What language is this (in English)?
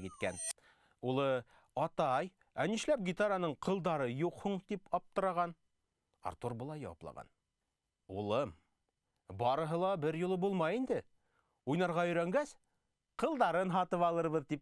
Bashkir